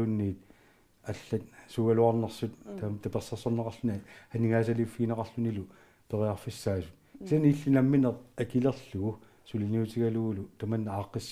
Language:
Kalaallisut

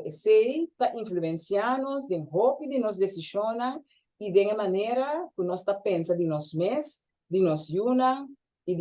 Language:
Papiamento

